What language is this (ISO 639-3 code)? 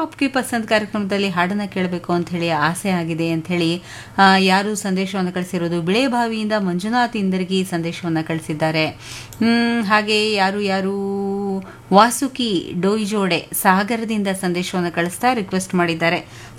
kan